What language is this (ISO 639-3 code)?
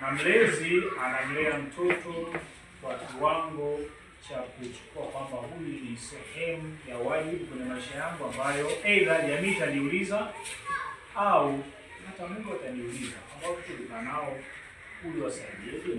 swa